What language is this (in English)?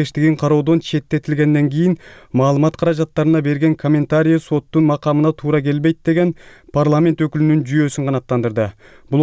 Kyrgyz